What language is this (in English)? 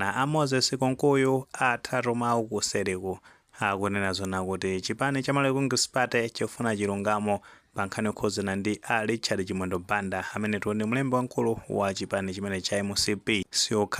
Nyanja